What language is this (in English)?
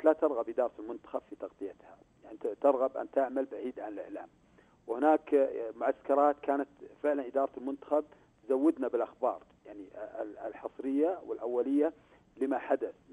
Arabic